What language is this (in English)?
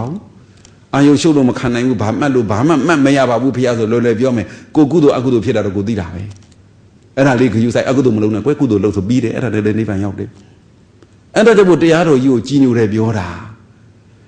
Burmese